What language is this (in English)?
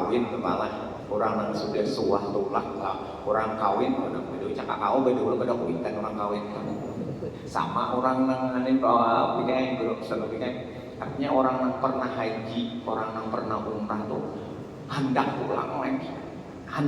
Banjar